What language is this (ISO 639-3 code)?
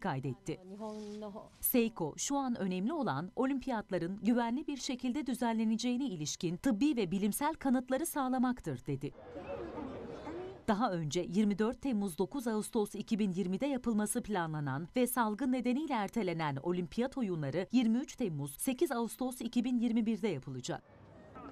tur